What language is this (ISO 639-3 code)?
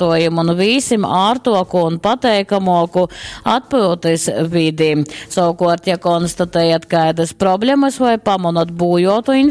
ltg